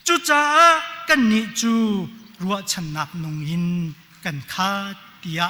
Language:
Hakha Chin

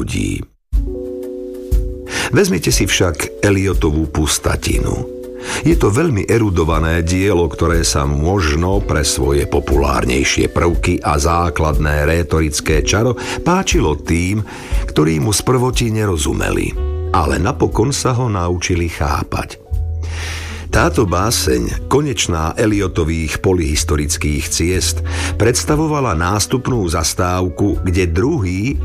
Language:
Slovak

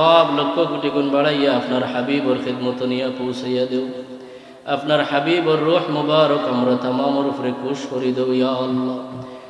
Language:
Sylheti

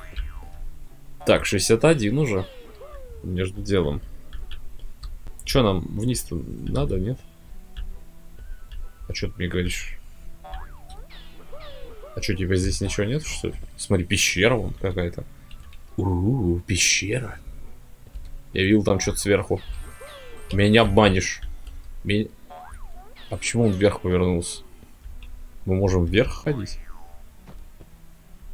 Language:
Russian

